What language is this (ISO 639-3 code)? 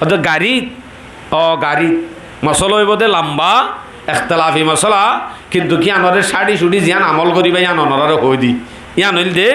rhg